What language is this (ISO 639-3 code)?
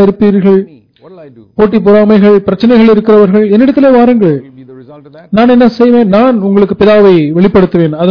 tam